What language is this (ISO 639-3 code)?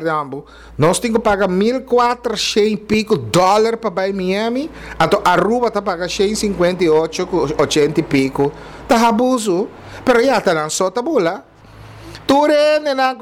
pap